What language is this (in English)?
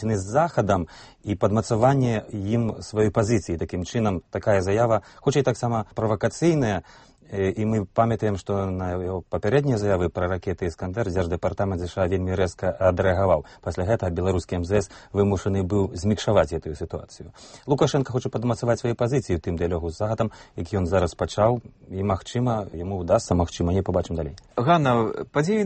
Belarusian